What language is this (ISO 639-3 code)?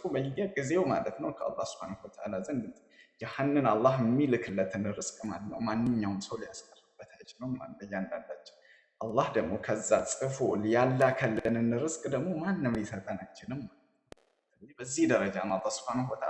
amh